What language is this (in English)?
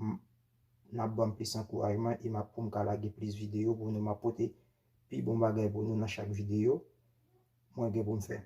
Haitian Creole